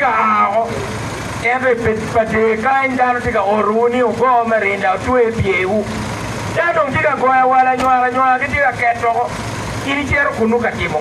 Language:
Acoli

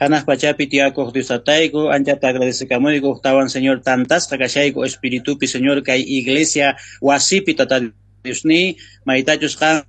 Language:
South Bolivian Quechua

